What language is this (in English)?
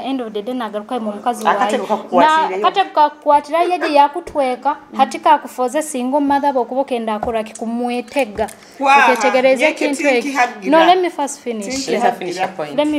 Nyoro